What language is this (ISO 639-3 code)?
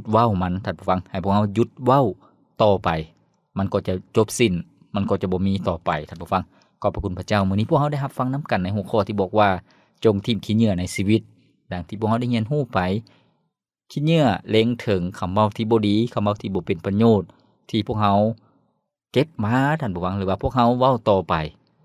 lao